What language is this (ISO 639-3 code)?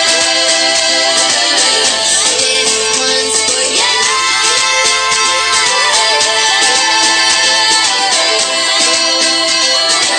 ind